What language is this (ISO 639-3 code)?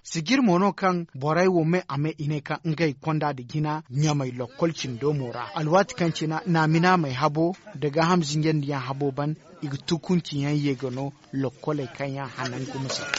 dje